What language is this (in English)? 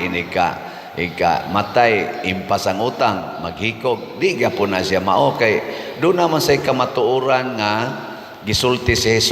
Cebuano